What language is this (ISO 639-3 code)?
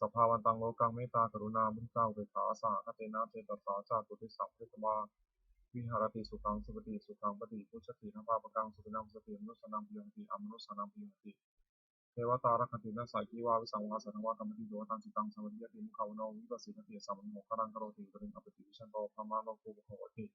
pli